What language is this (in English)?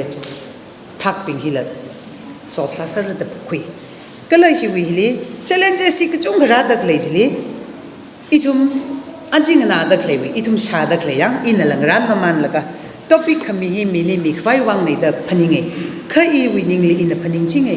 Tangkhul Naga (India)